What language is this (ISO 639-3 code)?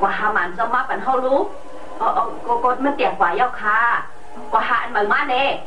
shn